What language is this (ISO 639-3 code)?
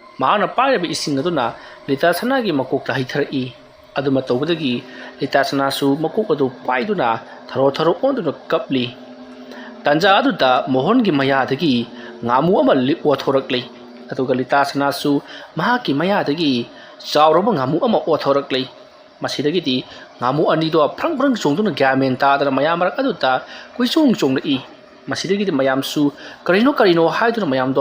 mni